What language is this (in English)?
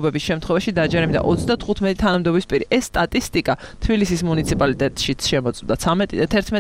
Georgian